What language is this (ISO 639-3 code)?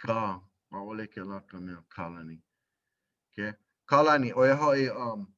haw